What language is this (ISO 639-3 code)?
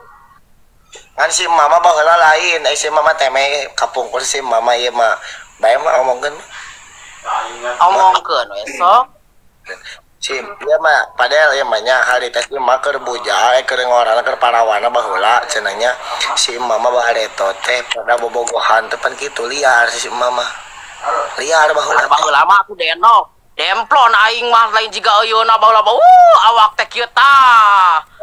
sun